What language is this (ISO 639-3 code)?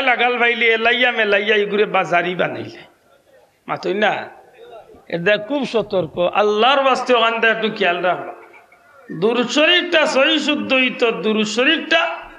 syl